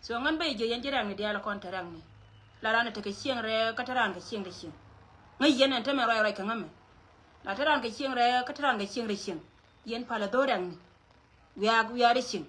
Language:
Nuer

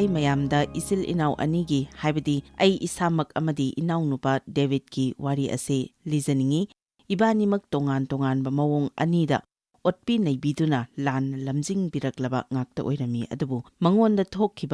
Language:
Manipuri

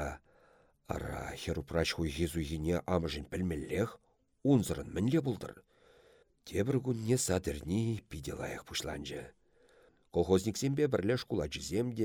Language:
Chuvash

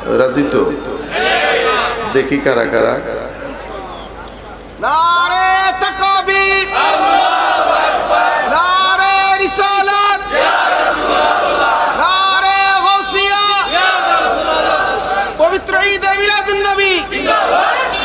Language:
Bangla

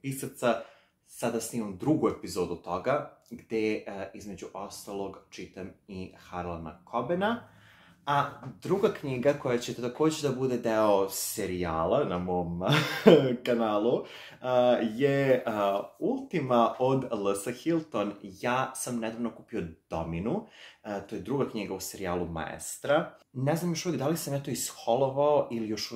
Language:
Serbian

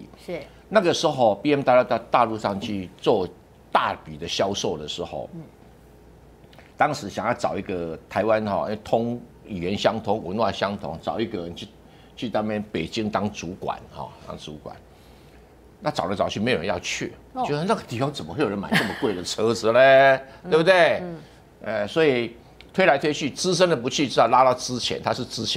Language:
Chinese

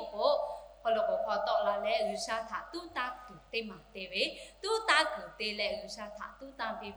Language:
Lahu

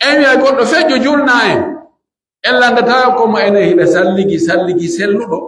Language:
Pular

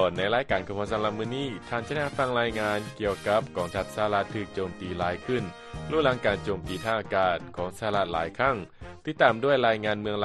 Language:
Lao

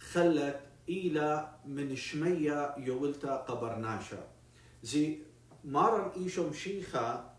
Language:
Assyrian Neo-Aramaic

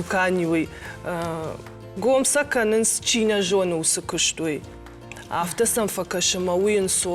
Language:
Ossetic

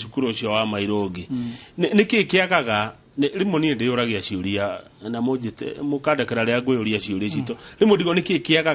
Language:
Kikuyu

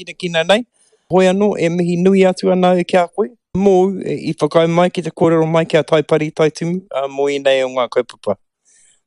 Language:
Māori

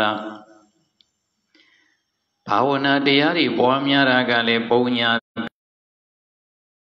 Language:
Burmese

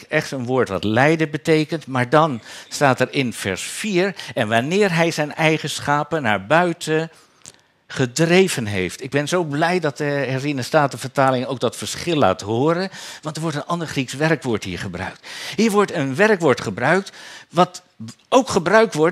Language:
Dutch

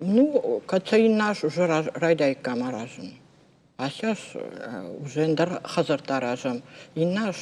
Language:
Ossetic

